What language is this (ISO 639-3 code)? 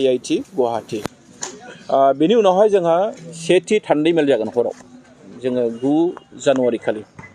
brx